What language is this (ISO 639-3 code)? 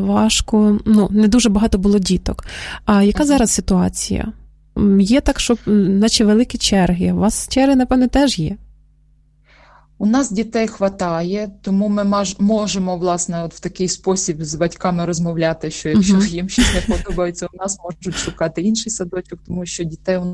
ukr